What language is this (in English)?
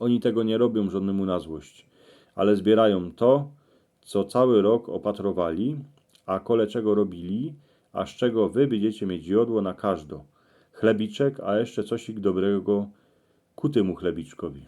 Silesian